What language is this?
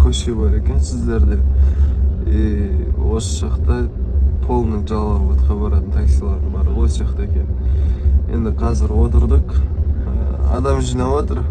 Kazakh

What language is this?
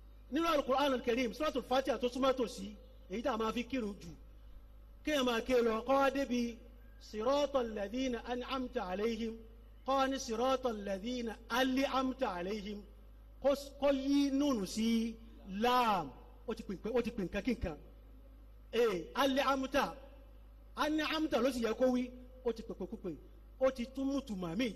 Yoruba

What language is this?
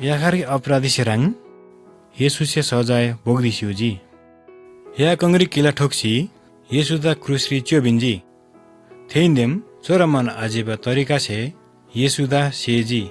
Eastern Tamang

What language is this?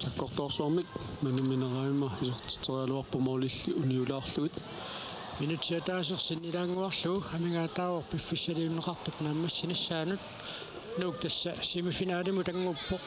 Kalaallisut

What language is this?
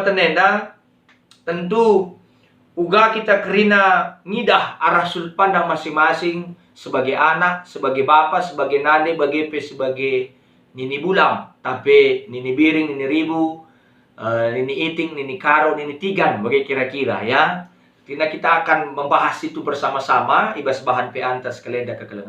Batak Karo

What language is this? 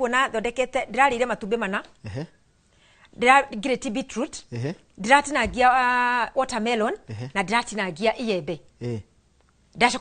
Kikuyu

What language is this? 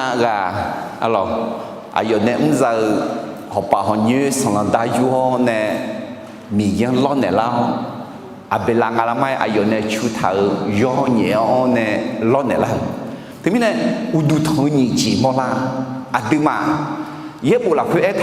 Akha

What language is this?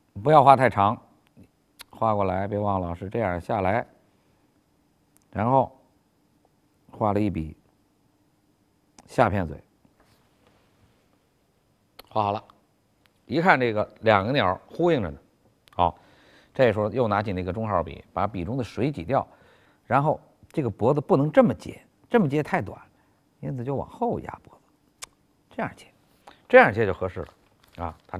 Chinese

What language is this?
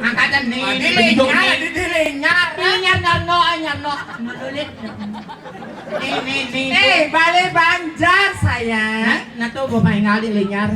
Balinese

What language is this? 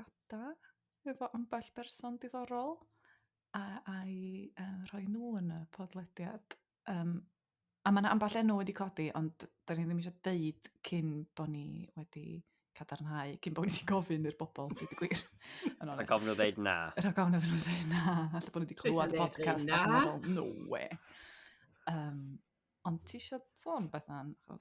Welsh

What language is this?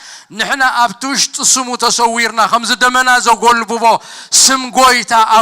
Tigrinya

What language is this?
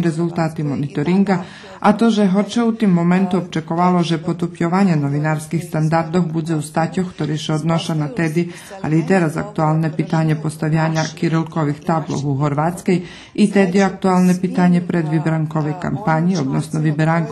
Rusyn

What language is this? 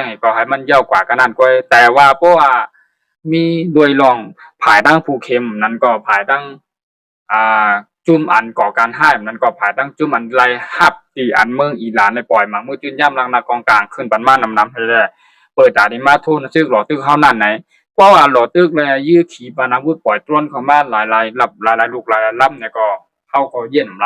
Shan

